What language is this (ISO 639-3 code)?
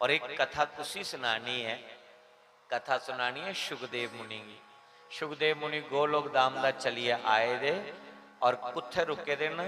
doi